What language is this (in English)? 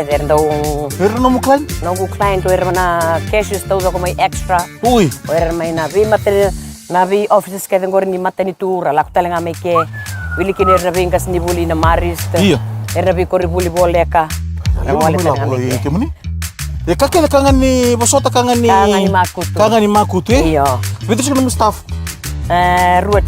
Fijian